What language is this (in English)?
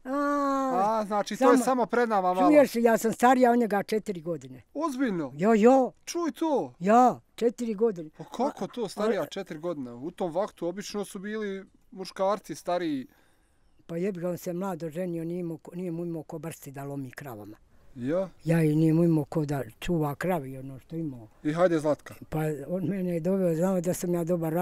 Bosnian